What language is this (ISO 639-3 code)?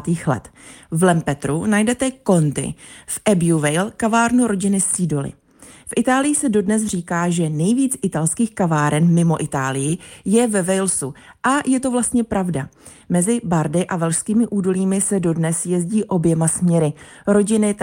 ces